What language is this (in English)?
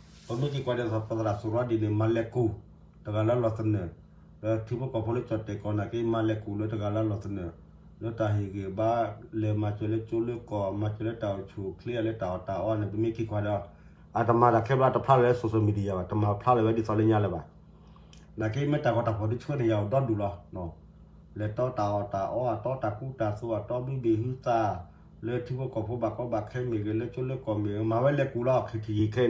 S'gaw Karen